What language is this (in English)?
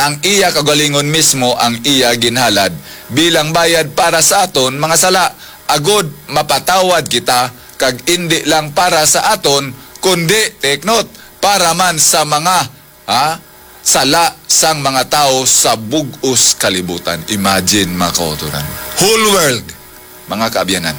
Hiligaynon